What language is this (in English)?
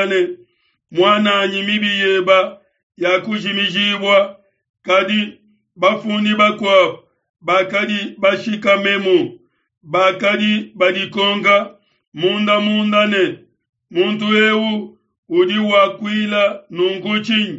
Luba-Lulua